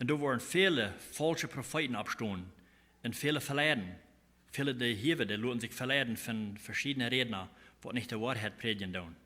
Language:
Plautdietsch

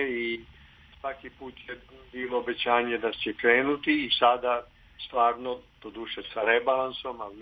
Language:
Serbian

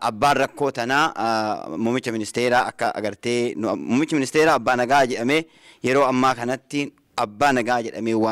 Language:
Oromo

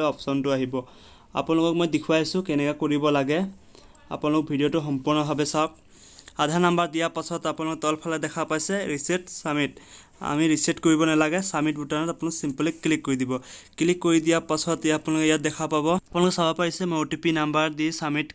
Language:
Assamese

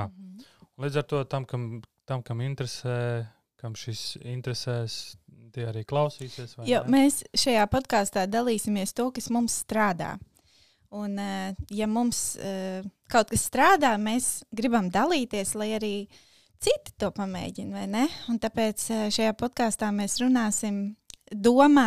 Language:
Latvian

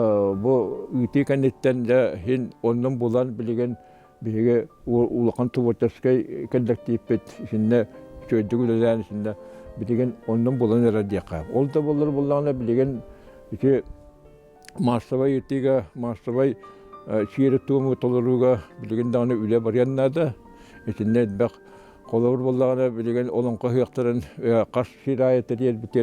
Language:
Yakut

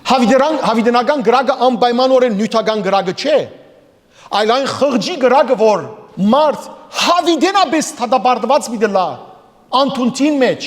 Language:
Western Armenian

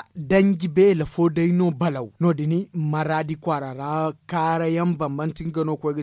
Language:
Zarma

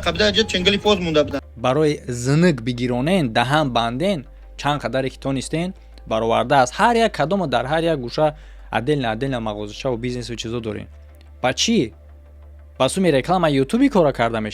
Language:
Tajik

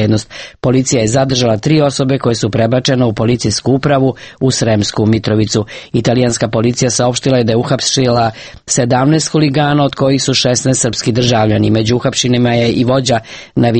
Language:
Serbian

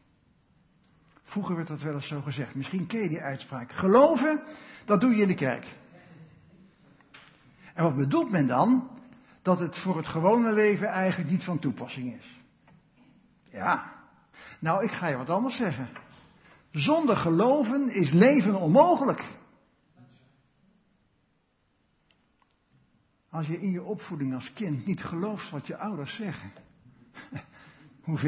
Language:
Dutch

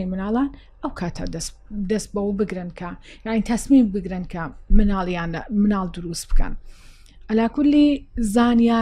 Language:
Central Kurdish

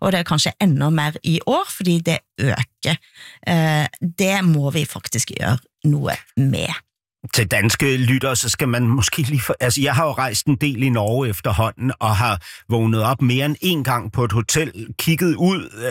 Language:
Norwegian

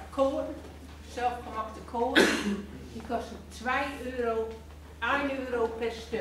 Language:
Gronings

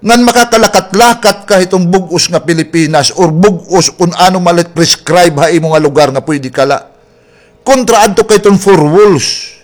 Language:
Waray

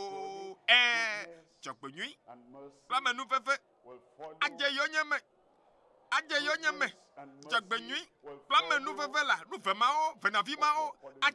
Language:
Ewe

